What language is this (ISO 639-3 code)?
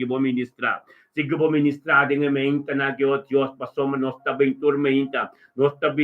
pap